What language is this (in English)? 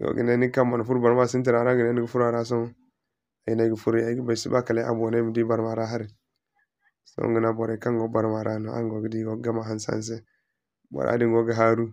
Zarma